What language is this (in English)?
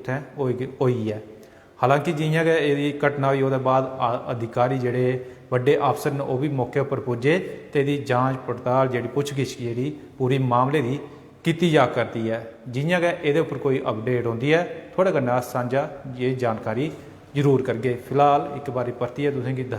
Dogri